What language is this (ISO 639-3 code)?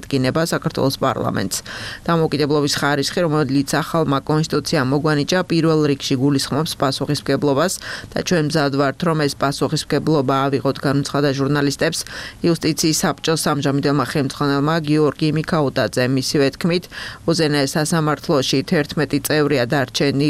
kat